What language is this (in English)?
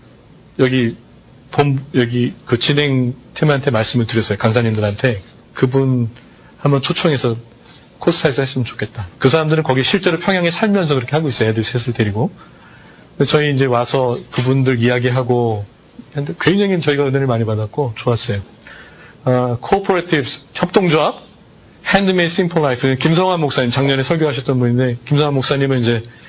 Korean